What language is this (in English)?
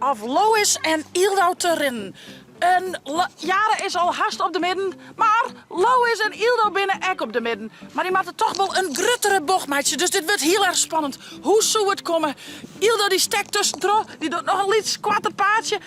Western Frisian